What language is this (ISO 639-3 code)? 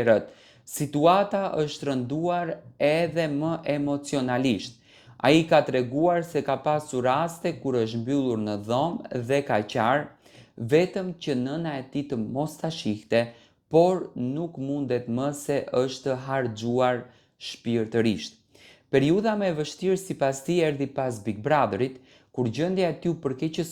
sqi